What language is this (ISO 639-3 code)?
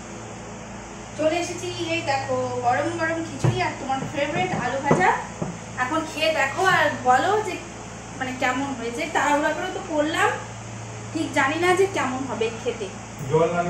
ben